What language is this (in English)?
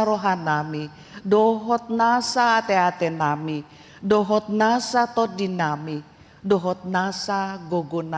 Batak Toba